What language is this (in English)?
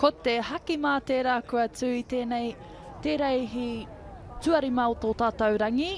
Māori